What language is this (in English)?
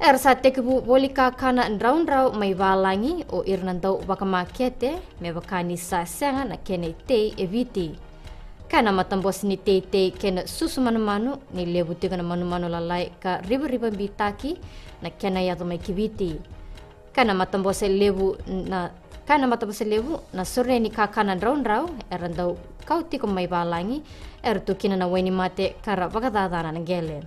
Fijian